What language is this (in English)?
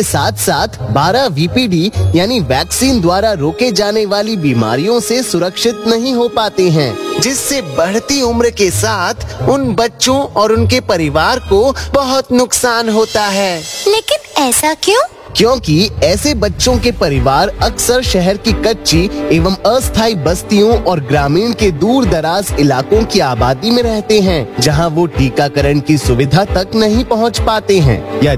Hindi